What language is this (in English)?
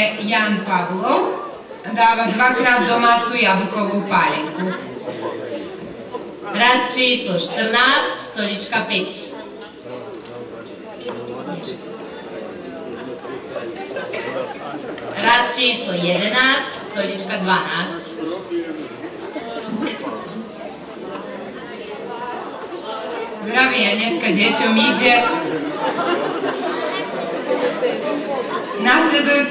Slovak